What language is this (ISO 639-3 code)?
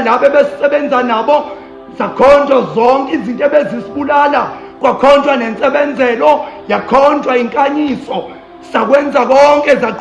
zul